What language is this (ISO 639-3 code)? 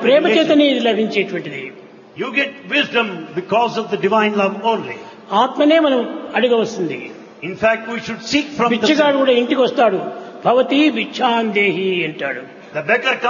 tel